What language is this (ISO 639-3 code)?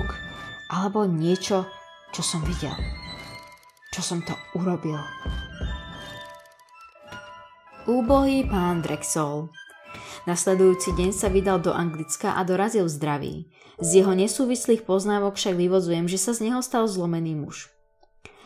slk